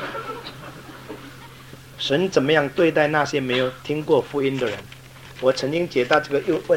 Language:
Chinese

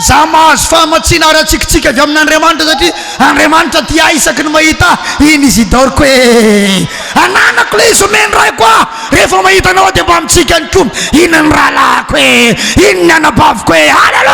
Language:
Malagasy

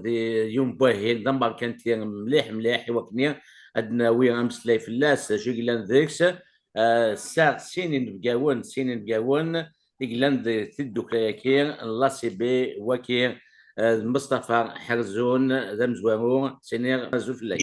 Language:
Kabyle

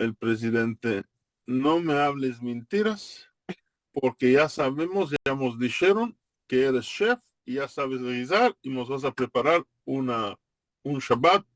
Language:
Ladino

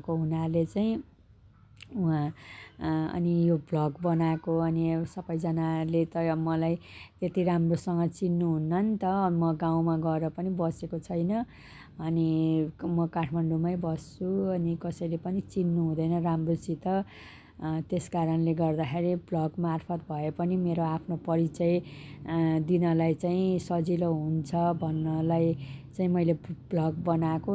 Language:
Nepali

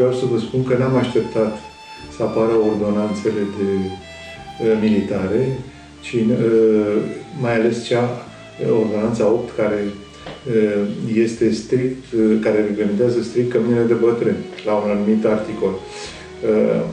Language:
Romanian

